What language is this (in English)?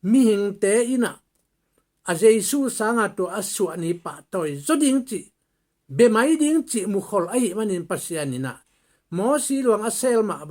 Tedim Chin